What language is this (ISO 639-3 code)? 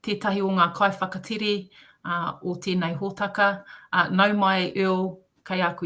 mri